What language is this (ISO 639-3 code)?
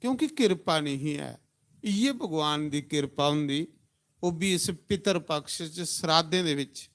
doi